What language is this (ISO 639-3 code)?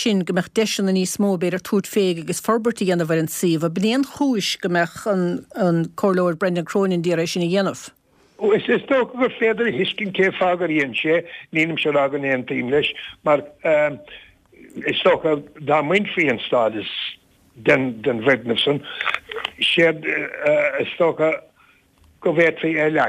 gle